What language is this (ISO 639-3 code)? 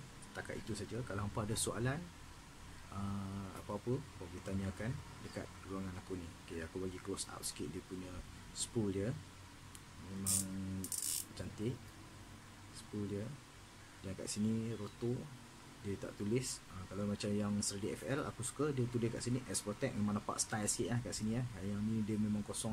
msa